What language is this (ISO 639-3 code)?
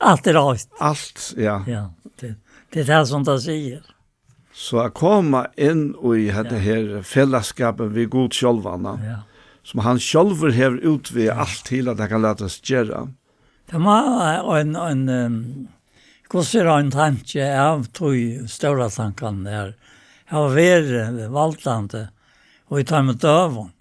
fao